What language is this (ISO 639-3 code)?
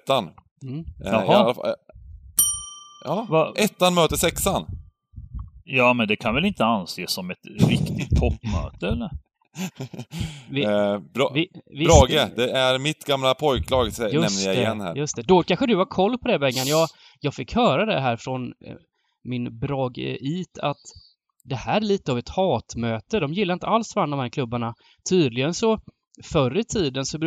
swe